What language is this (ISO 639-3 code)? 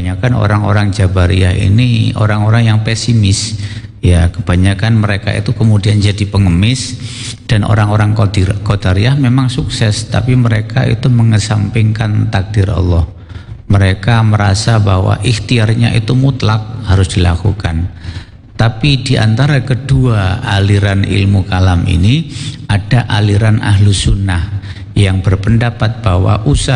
ind